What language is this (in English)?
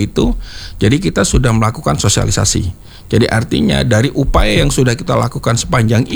Indonesian